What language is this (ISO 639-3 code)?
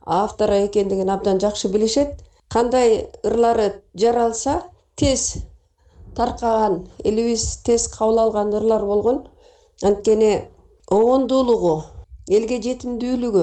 kir